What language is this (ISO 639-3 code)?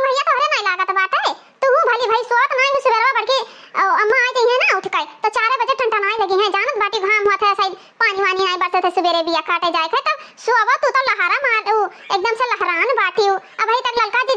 awa